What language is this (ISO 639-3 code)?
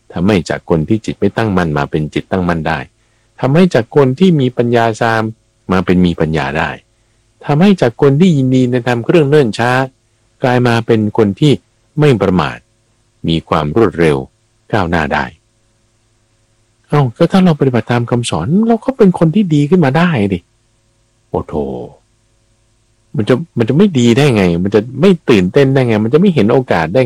tha